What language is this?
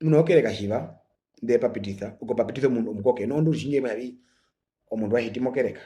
Herero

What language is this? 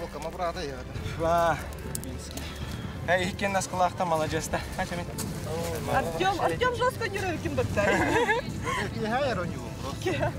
Yakut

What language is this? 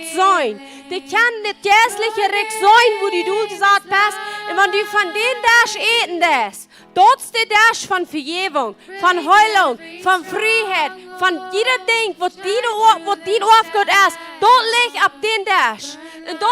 Plautdietsch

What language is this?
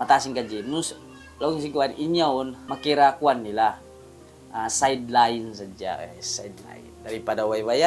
Tausug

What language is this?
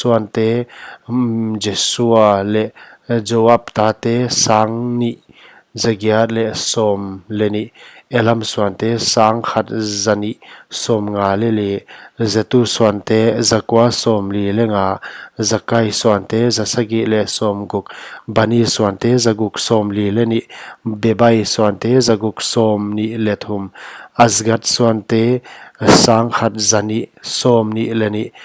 Paite Chin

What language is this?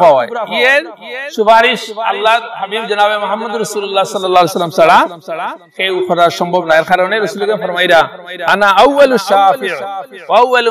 Sylheti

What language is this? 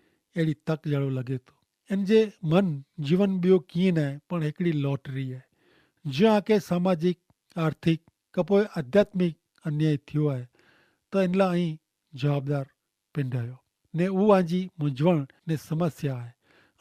Kachhi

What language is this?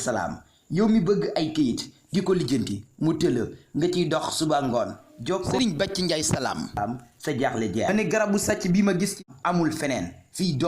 Wolof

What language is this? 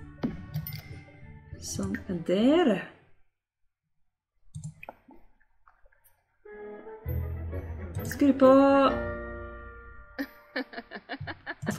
Norwegian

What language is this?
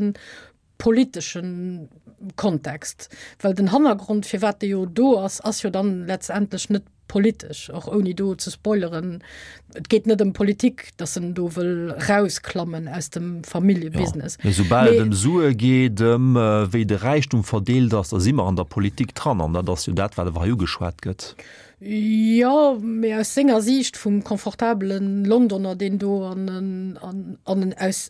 Luxembourgish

